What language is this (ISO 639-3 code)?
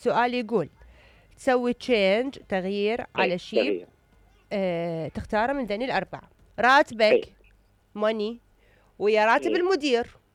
acm